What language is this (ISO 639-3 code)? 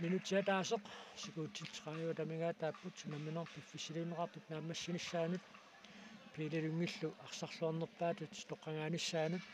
kal